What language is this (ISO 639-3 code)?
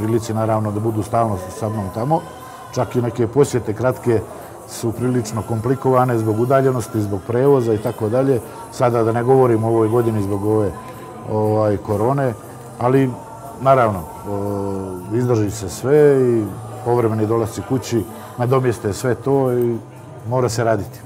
bos